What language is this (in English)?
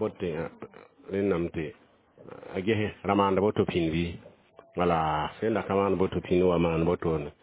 Mossi